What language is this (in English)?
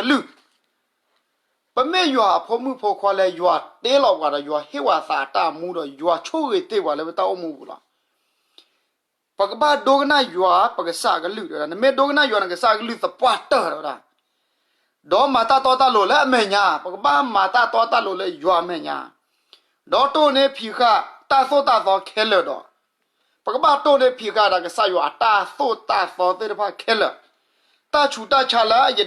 S'gaw Karen